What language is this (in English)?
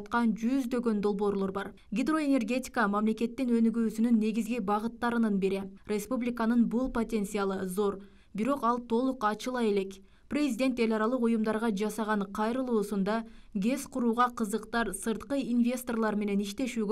Kyrgyz